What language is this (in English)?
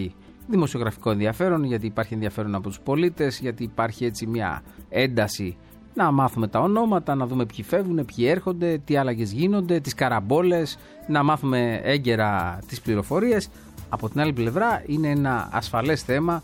Greek